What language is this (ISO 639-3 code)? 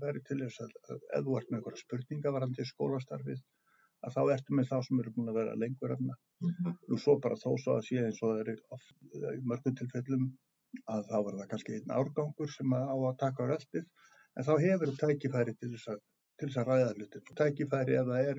isl